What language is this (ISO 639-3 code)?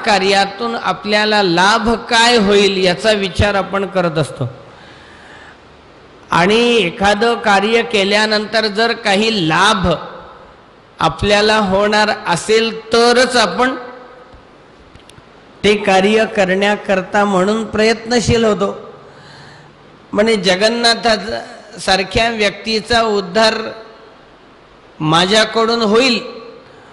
mar